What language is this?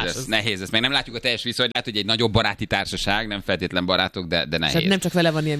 Hungarian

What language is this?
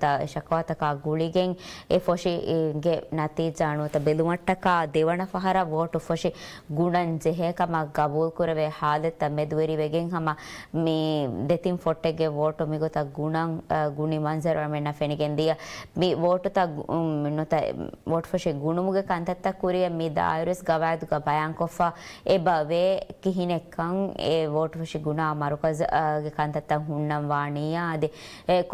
Divehi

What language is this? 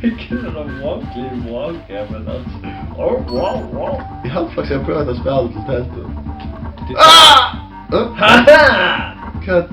Faroese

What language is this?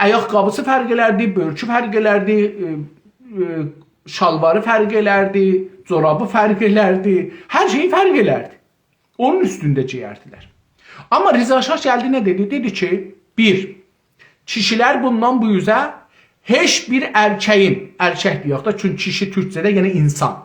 South Azerbaijani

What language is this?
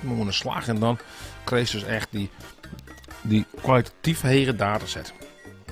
Western Frisian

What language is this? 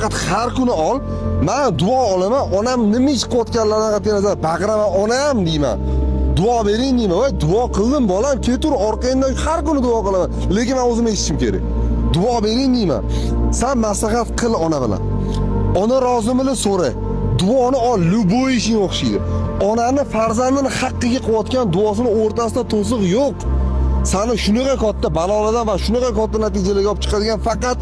Uzbek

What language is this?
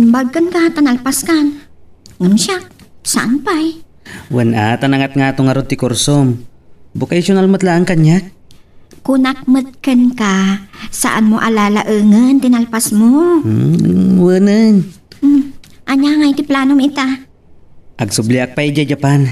Iloko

